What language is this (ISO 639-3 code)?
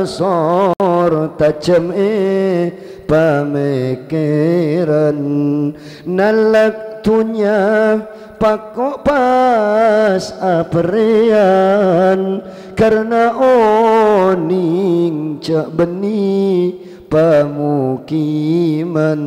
mad